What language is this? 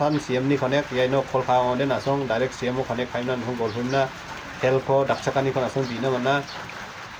Garo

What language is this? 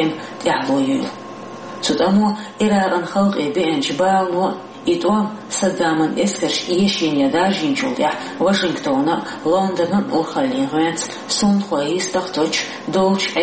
Chechen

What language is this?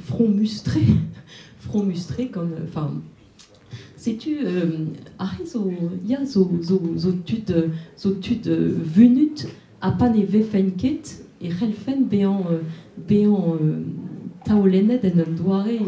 Breton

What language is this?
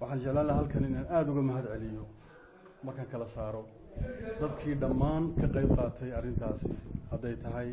Somali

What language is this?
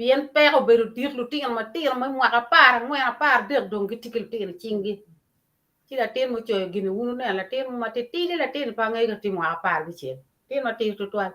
Acoli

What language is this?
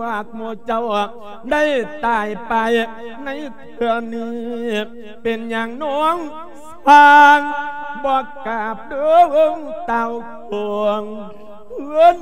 Lao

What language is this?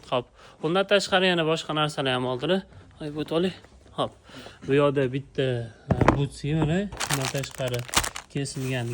Uzbek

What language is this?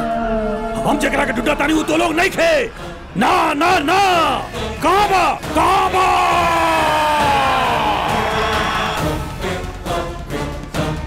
Bhojpuri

